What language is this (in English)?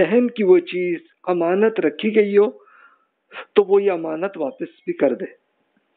Urdu